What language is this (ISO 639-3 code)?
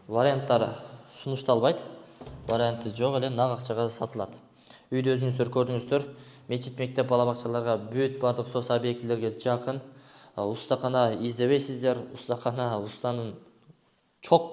kir